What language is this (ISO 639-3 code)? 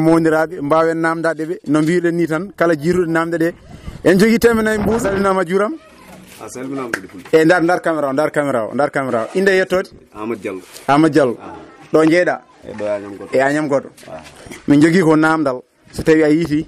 ful